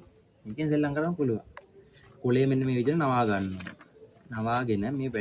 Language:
Sinhala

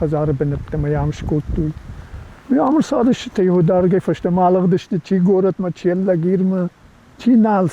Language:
Ossetic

